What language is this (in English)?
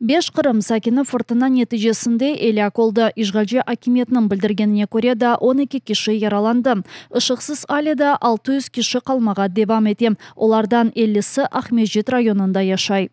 Crimean Tatar